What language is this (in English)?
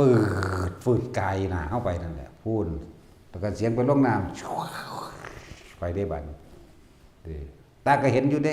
Northeastern Thai